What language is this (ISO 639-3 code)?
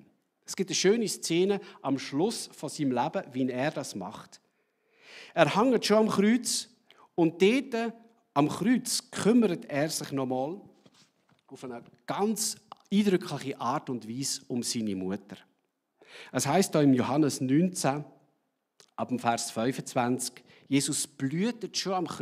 gsw